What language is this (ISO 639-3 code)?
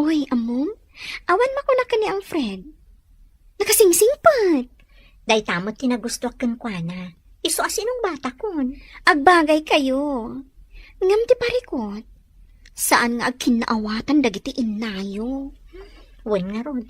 ilo